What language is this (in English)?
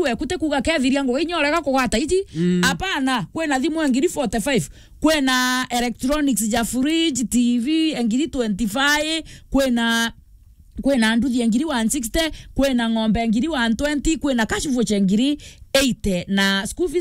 Meru